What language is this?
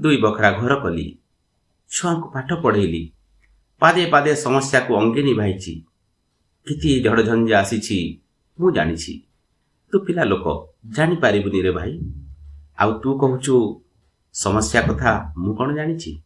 Odia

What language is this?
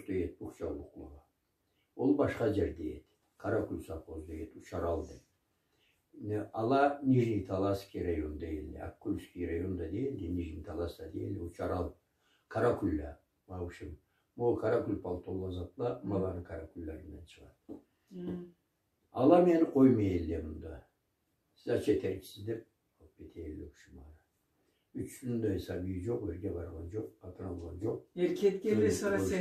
Karachay-Balkar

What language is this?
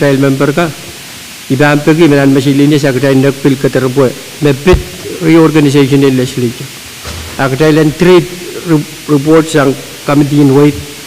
Pohnpeian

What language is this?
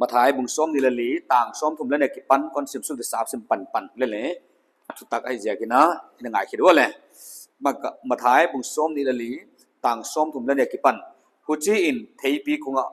Paite Chin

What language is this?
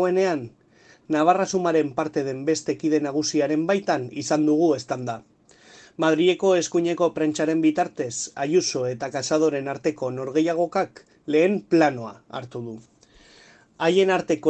Basque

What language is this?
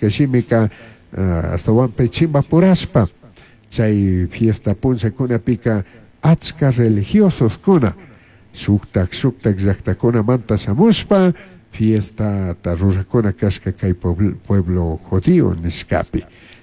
Chimborazo Highland Quichua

